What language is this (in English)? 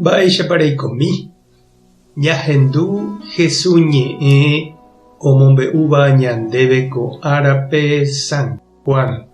Guarani